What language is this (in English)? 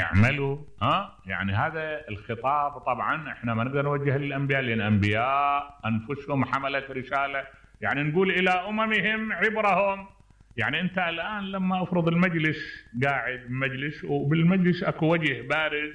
Mesopotamian Arabic